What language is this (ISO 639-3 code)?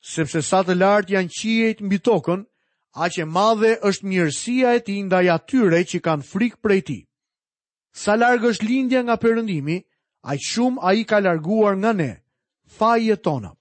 sqi